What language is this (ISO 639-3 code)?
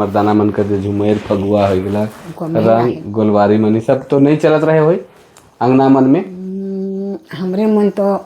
sck